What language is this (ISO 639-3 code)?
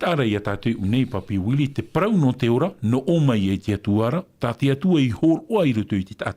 tah